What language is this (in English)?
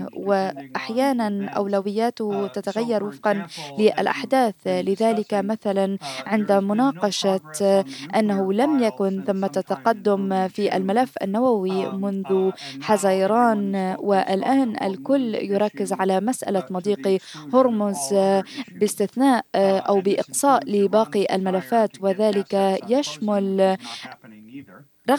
Arabic